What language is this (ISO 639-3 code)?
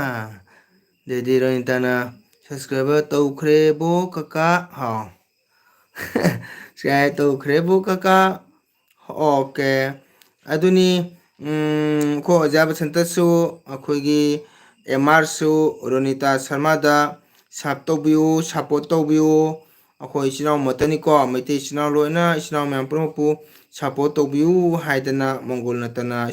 mni